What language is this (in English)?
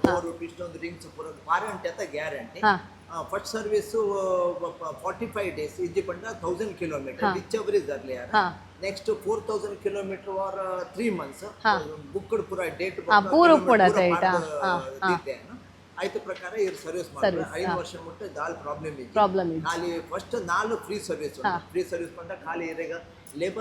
Tulu